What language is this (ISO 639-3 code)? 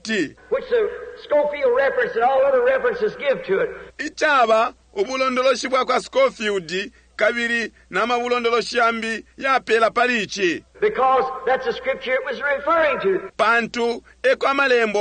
bem